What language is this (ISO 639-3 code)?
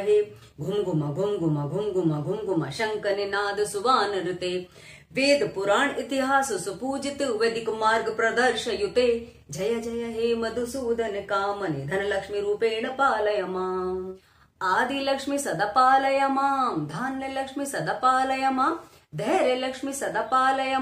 san